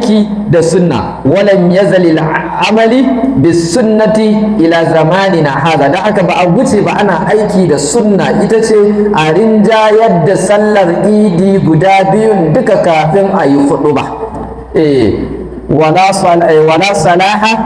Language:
Hausa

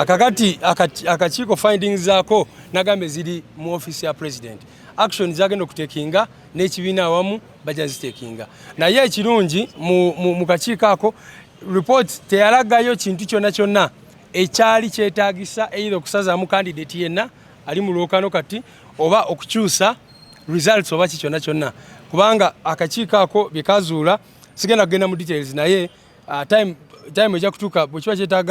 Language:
Ganda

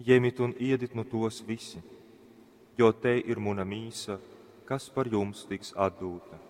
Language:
Latgalian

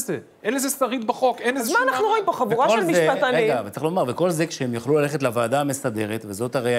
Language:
Hebrew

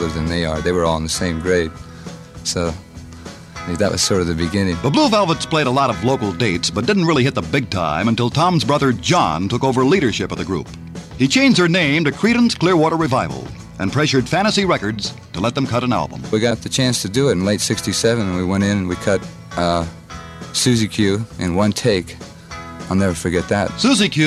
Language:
English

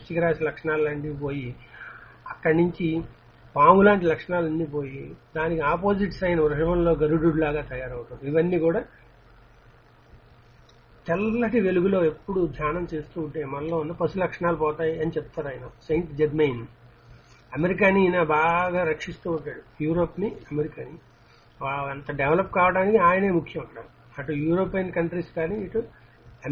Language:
Telugu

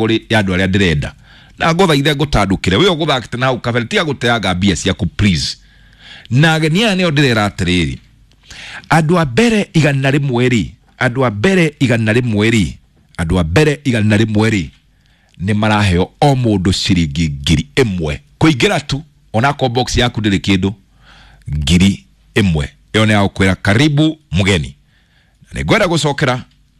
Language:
Kikuyu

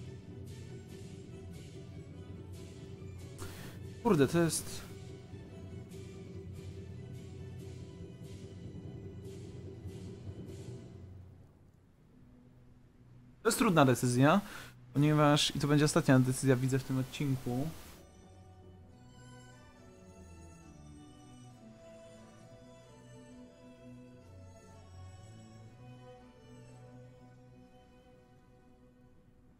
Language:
Polish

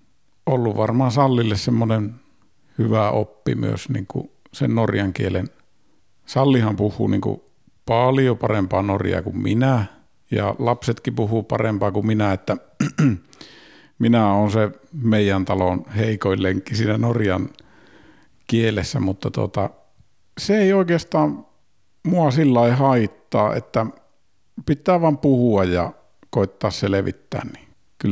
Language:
Finnish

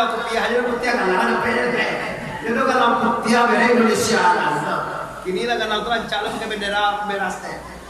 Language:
Minangkabau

